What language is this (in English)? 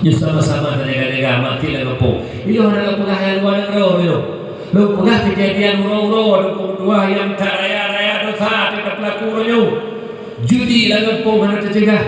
Achinese